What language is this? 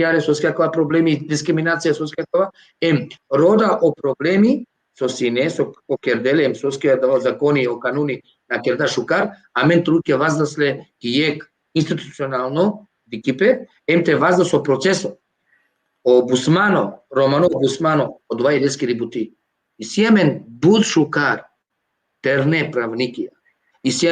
Balkan Romani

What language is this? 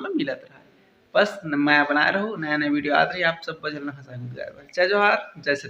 Chhattisgarhi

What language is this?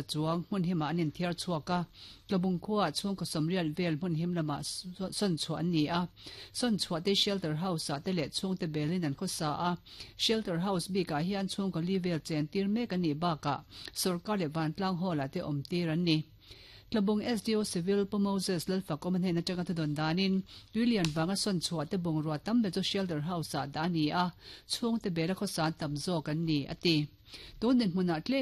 Mizo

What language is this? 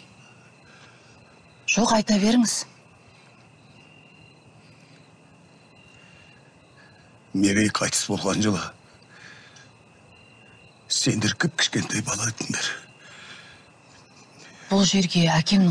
Kazakh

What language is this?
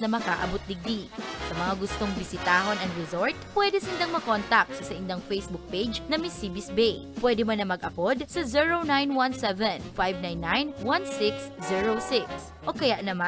Bikol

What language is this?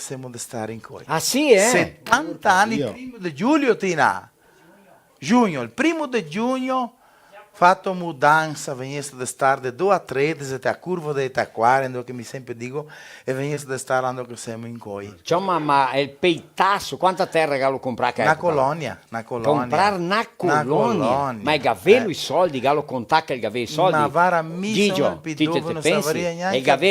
Venetian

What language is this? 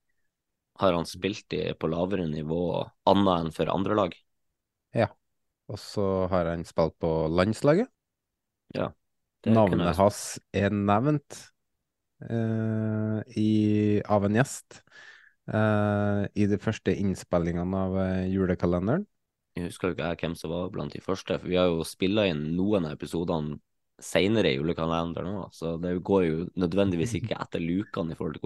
Norwegian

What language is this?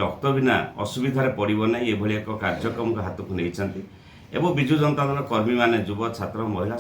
Odia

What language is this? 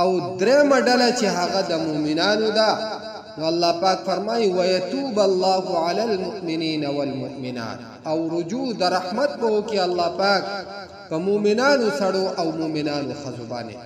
Pashto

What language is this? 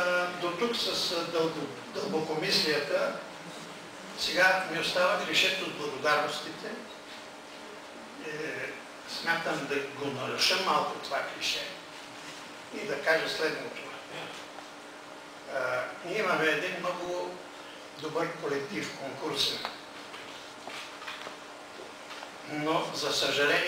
Bulgarian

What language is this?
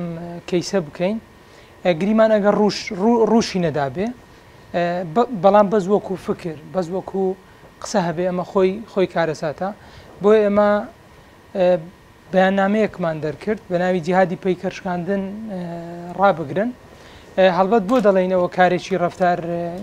Central Kurdish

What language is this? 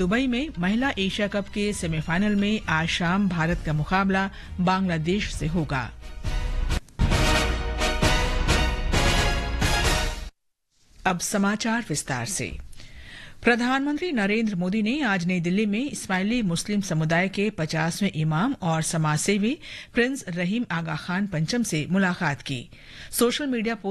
Hindi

